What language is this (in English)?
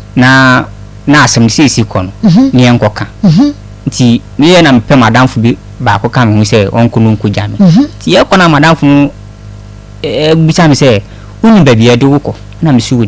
Akan